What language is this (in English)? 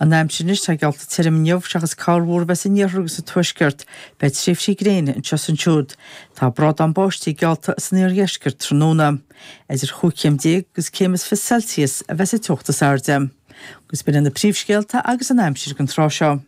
Irish